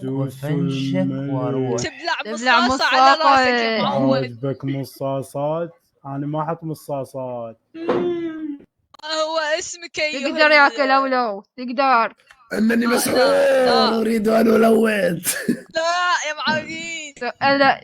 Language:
Mesopotamian Arabic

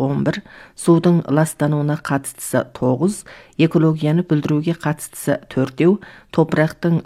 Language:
Kazakh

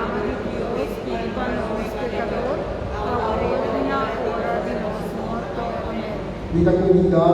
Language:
Papiamento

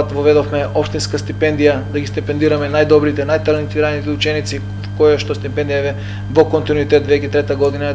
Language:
Macedonian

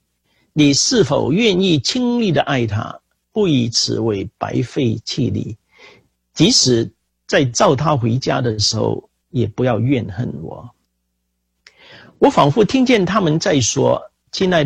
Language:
Chinese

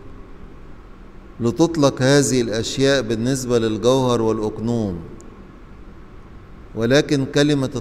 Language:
Egyptian Arabic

